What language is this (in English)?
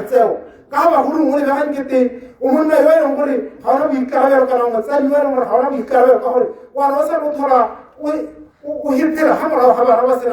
Tswana